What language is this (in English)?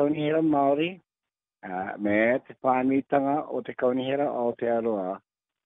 Māori